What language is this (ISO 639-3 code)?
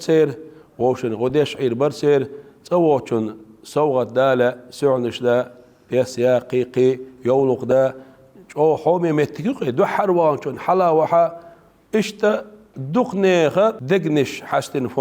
che